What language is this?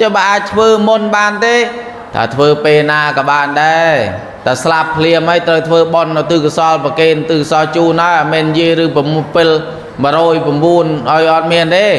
Khmer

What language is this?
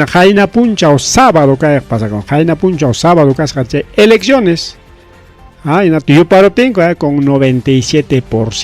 Ayacucho Quechua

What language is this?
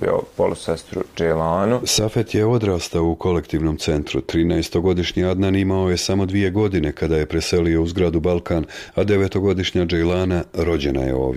Bosnian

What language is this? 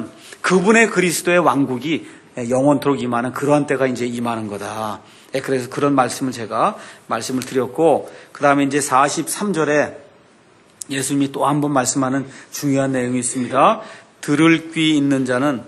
Korean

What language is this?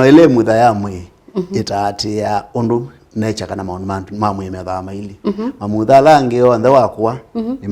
Kamba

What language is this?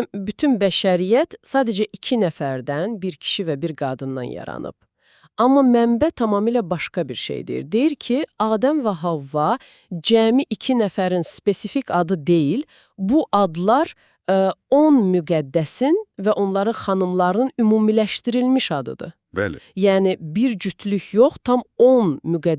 Azerbaijani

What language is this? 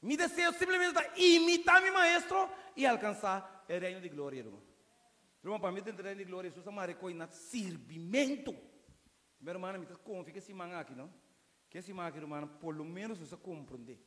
Papiamento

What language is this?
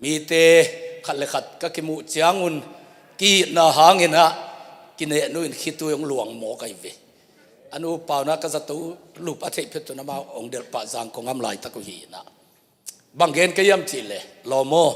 Tedim Chin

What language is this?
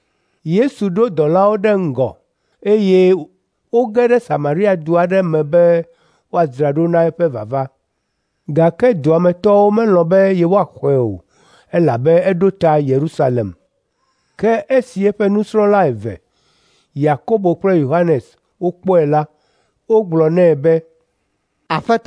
Ewe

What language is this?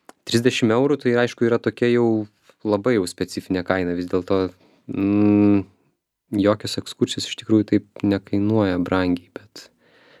Lithuanian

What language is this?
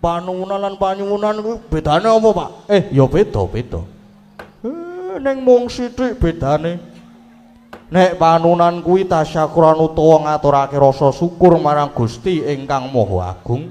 Javanese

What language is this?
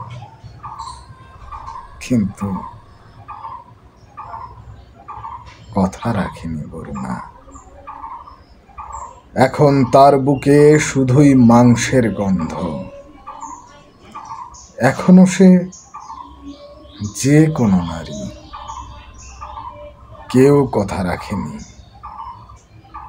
Bangla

